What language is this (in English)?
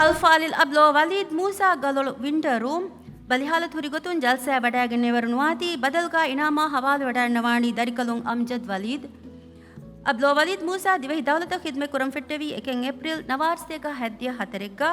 Divehi